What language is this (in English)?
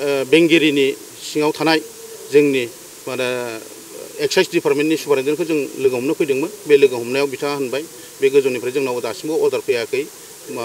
Bodo